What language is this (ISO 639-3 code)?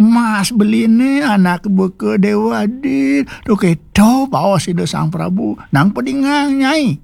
ban